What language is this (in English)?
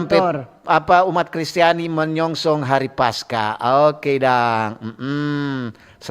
Manado Malay